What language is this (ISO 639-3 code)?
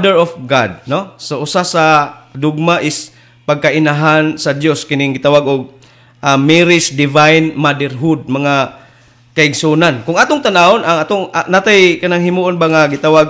ceb